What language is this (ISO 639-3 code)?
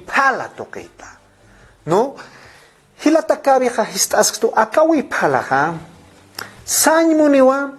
aym